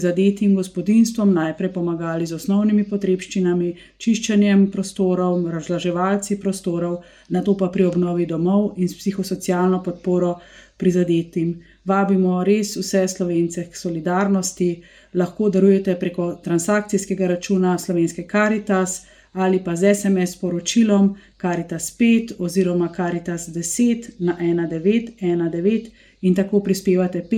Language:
Slovenian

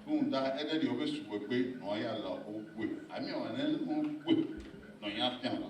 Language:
Bini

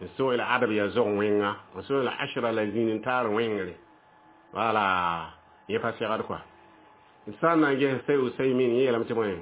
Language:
Mossi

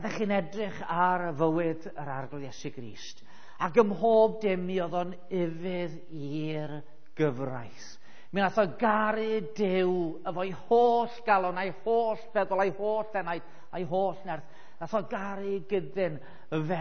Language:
Welsh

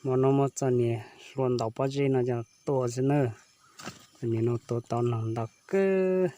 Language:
Hmong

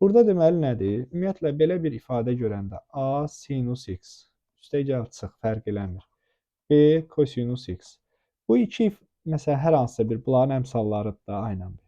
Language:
Azerbaijani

